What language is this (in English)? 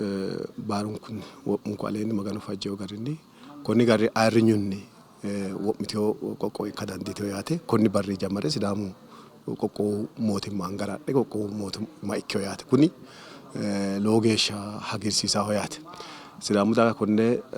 Sidamo